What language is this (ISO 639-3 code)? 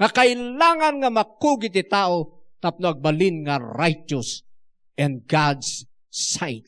ilo